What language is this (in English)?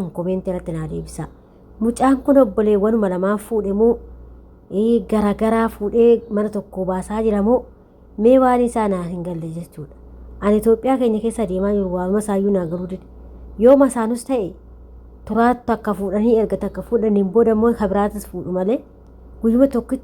Oromo